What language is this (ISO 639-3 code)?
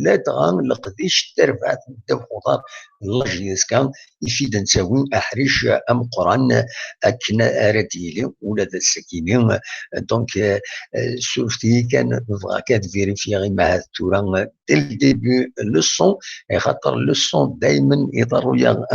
kab